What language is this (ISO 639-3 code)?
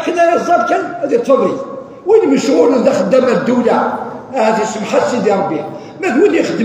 kab